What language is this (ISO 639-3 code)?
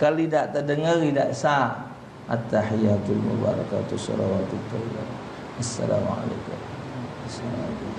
mui